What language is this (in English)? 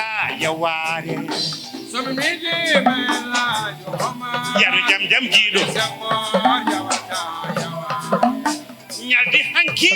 Fula